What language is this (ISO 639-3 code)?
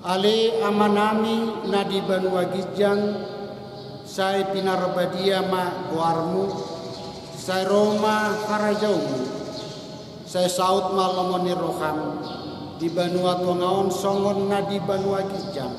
bbc